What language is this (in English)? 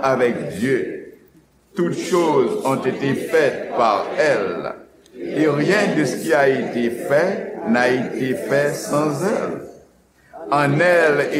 Haitian Creole